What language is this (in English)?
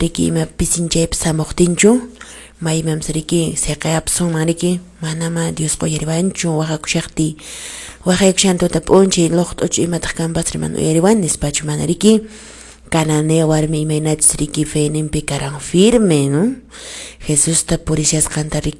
Quechua